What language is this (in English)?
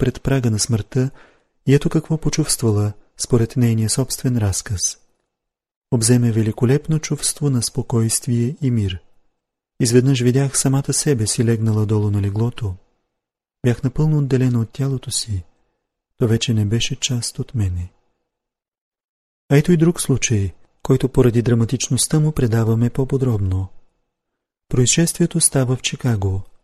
Bulgarian